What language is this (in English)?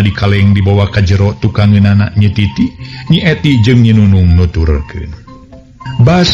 Sundanese